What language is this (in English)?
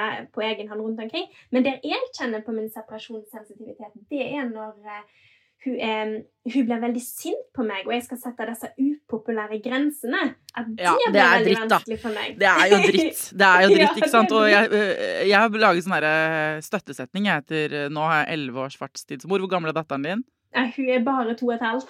Norwegian